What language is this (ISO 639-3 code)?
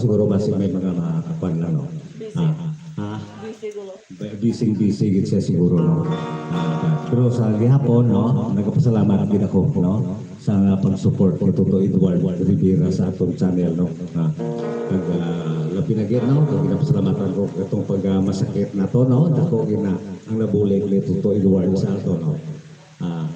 hil